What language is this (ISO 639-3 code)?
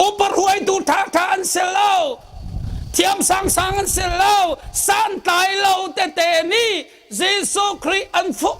cnh